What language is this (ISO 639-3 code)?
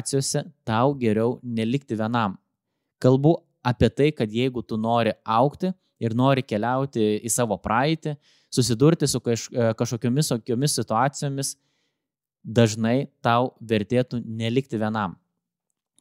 lit